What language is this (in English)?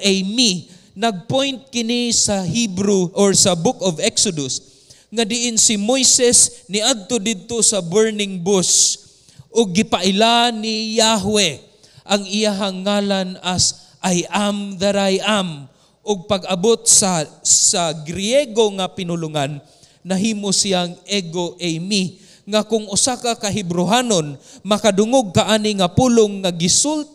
Cebuano